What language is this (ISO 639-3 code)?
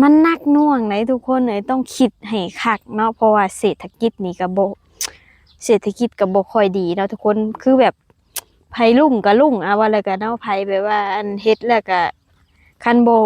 lao